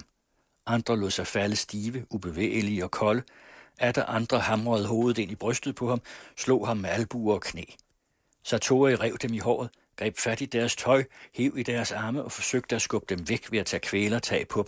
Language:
Danish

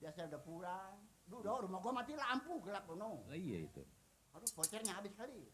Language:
Betawi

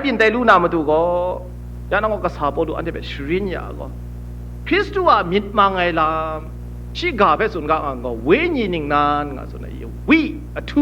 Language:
Kachin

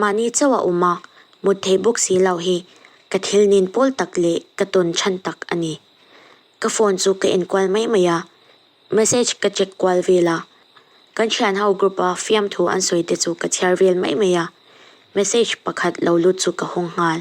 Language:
Mizo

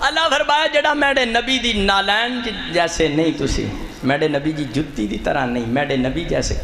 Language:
Saraiki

